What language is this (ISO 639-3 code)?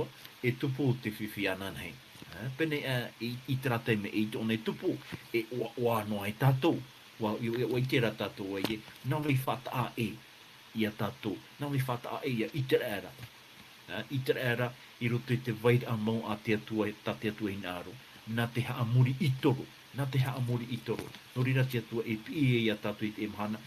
tah